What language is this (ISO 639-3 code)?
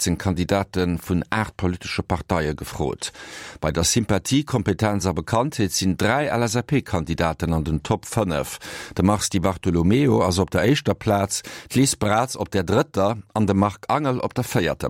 ltz